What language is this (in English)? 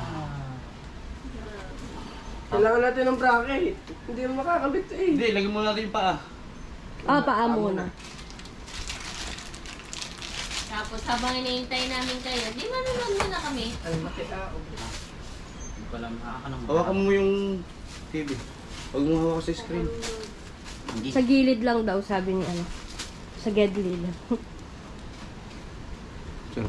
Filipino